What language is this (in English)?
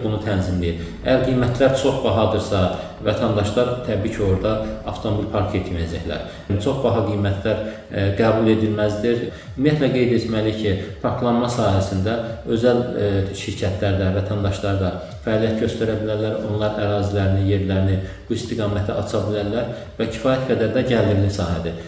Azerbaijani